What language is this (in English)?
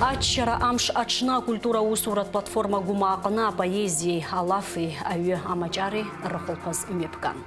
Abkhazian